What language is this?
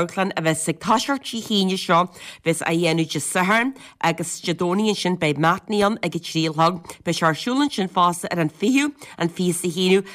Irish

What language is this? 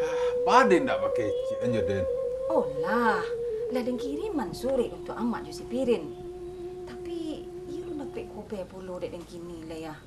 Minangkabau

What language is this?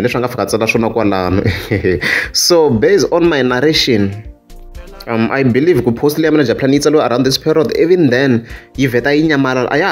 Tsonga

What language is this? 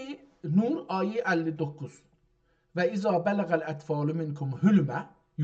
South Azerbaijani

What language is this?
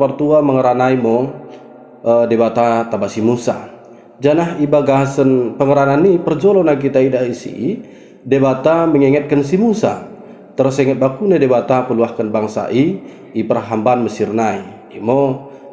Batak Dairi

